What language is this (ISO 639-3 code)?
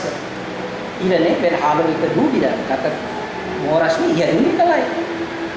tet